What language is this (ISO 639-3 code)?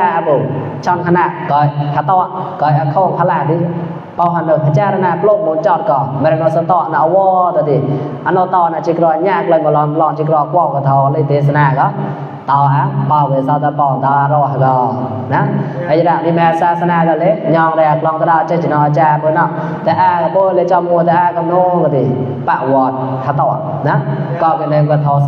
mnw